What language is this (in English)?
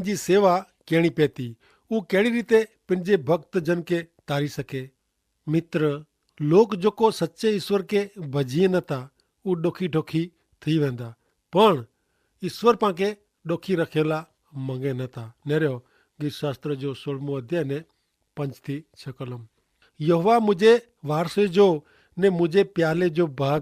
Kachhi